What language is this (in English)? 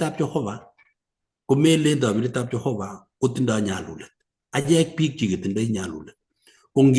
Kalenjin